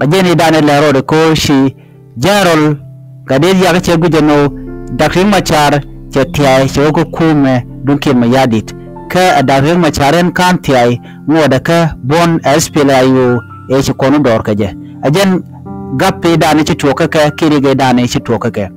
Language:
Nuer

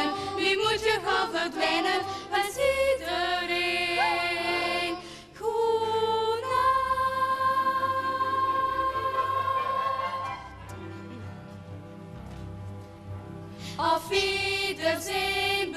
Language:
Dutch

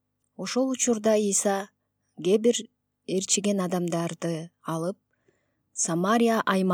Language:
Kyrgyz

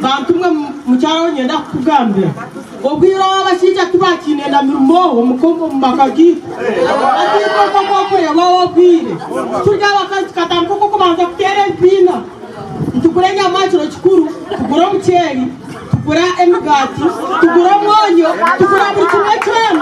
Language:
Nyankole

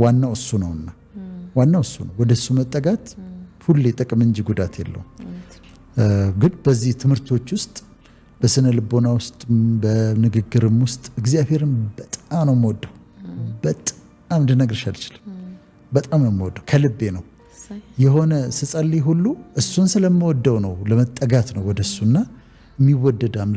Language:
Amharic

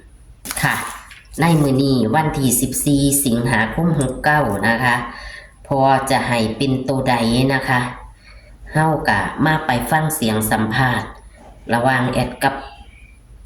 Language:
Northeastern Thai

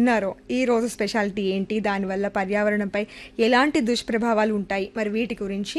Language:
Telugu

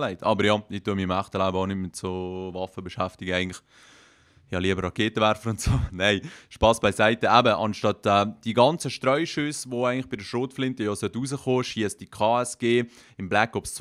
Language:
Swiss German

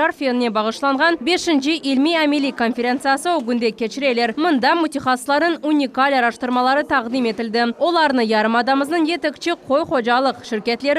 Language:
Crimean Tatar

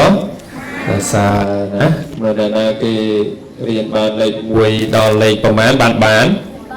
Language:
Khmer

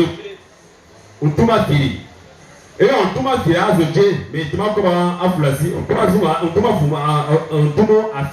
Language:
Fang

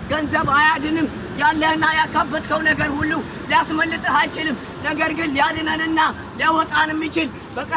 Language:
Amharic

